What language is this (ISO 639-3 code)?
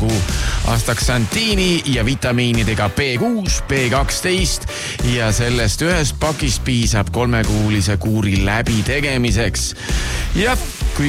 est